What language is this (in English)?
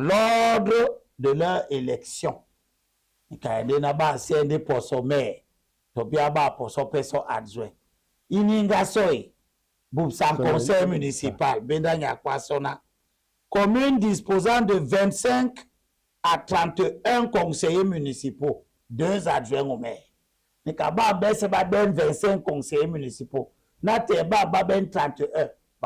Duala